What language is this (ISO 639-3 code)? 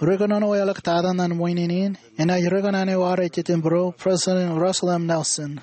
mah